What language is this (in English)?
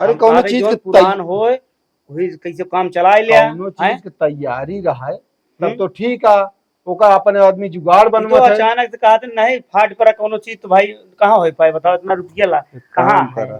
Awadhi